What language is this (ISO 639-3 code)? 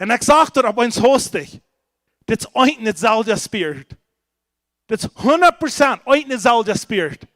pdt